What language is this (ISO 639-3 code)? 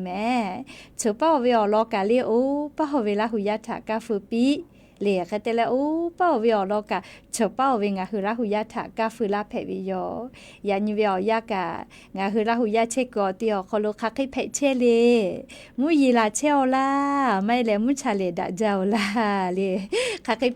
lhu